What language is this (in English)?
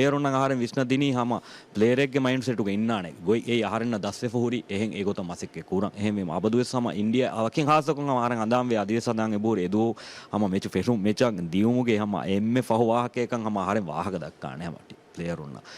Divehi